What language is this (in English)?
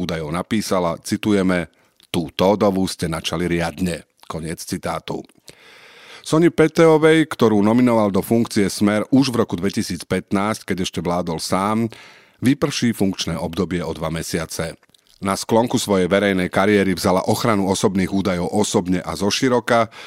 Slovak